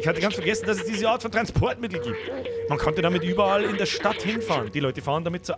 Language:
Bavarian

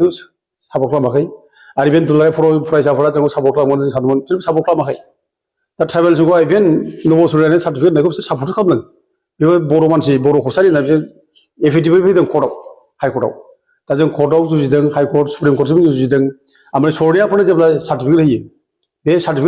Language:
Bodo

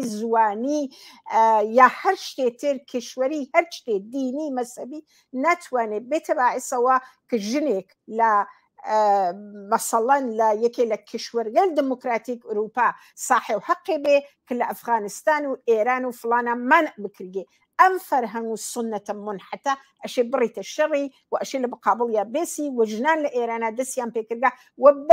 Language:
Central Kurdish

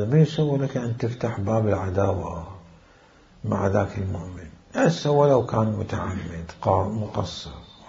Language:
Mesopotamian Arabic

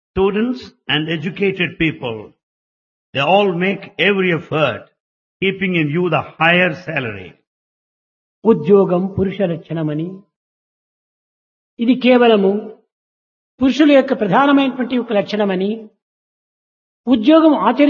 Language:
Telugu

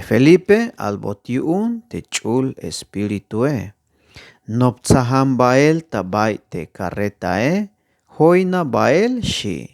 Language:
Tzeltal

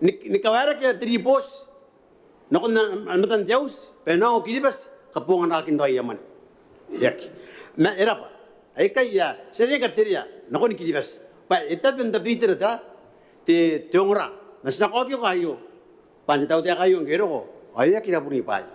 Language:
Gilbertese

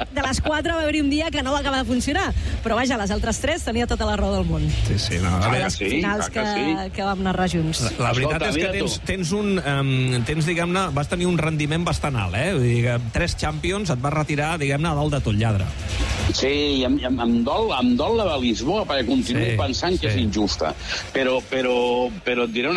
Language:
Catalan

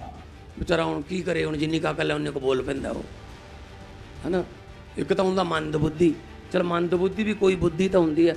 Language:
Punjabi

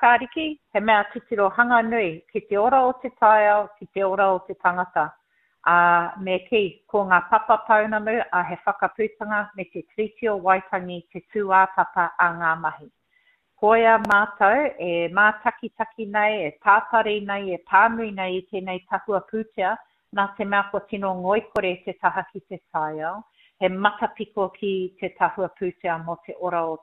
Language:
Māori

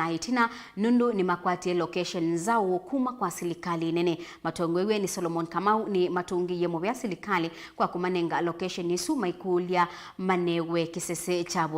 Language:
Kamba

